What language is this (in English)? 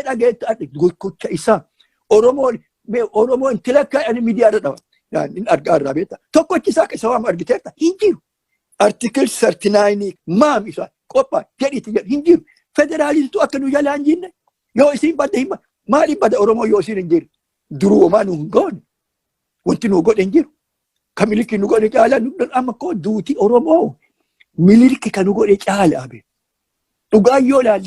Oromo